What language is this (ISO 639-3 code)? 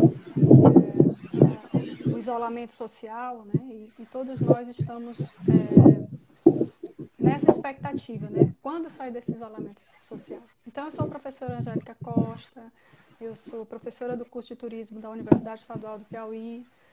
por